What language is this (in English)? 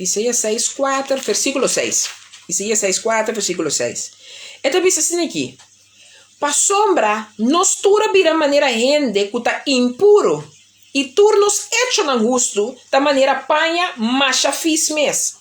Papiamento